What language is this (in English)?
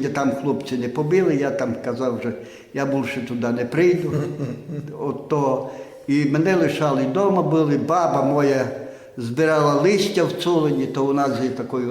Rusyn